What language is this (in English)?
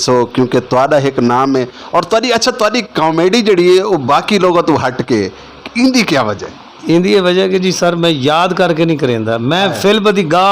Saraiki